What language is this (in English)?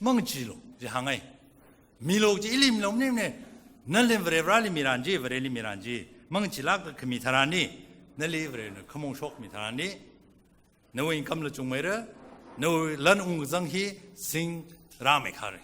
Tangkhul Naga (India)